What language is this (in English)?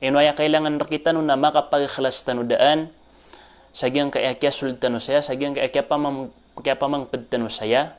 Maranao